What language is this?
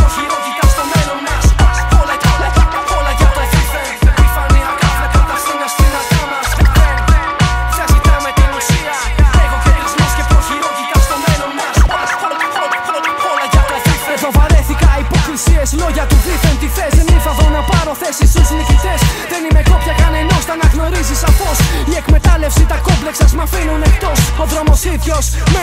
Greek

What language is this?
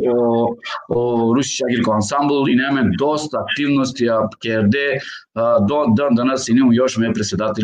Balkan Romani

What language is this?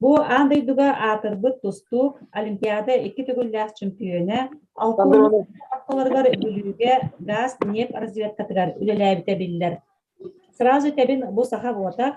Yakut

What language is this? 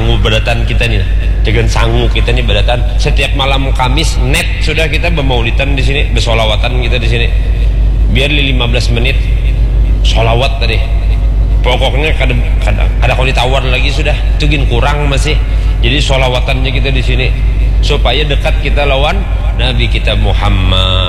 Banjar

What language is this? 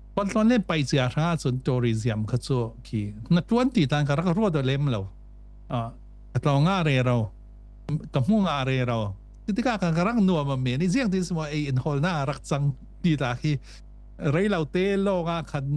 Falam Chin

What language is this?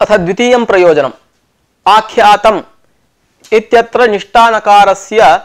Sanskrit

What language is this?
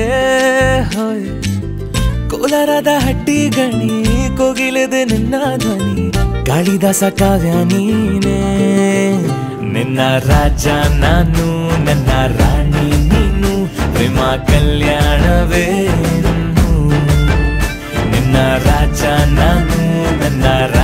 Kannada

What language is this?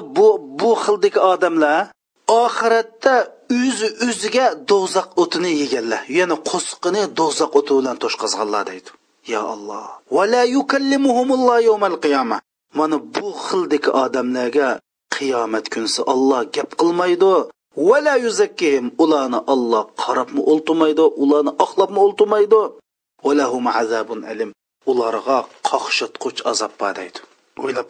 Uyghur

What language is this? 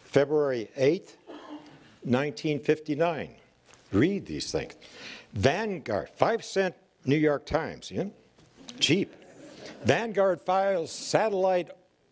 English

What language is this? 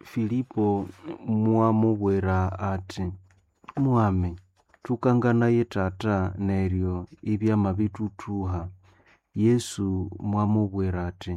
Nande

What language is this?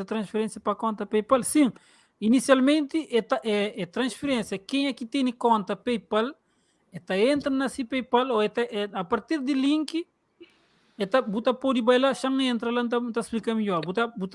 Kabuverdianu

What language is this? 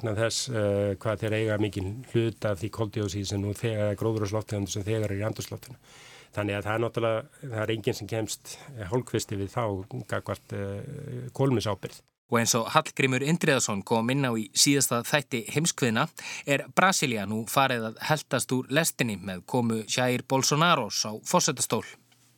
Icelandic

